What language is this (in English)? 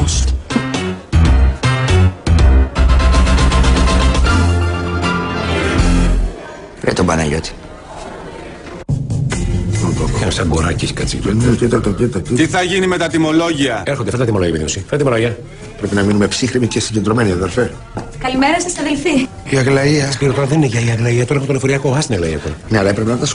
Greek